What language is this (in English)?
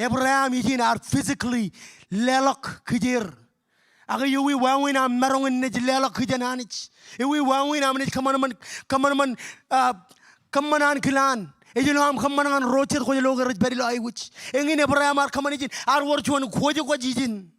Marshallese